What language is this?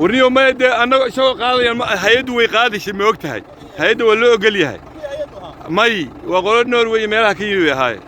Somali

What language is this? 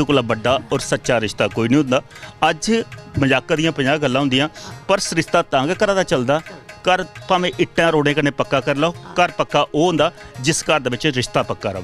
Dogri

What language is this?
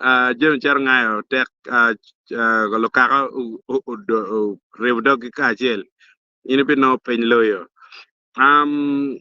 Acoli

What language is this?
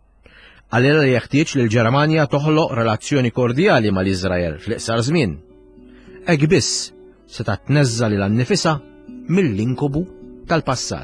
Maltese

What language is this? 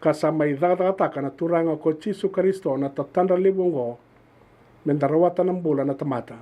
Fijian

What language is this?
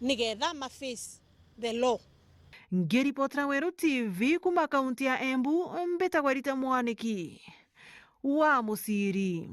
Meru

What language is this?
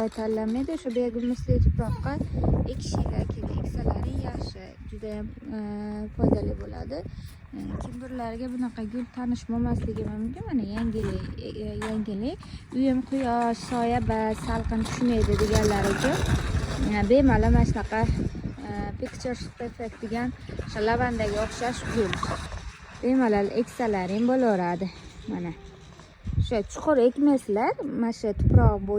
Uzbek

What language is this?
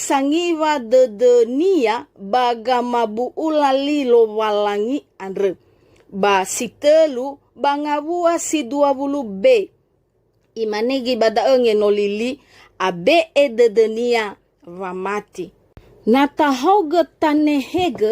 Nias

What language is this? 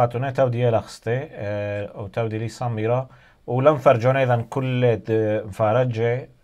Turoyo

